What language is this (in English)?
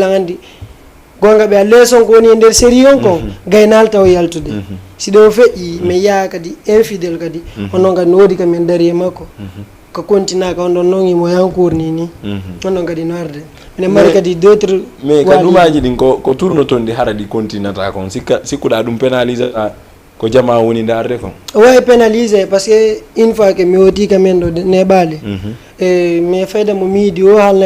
Fula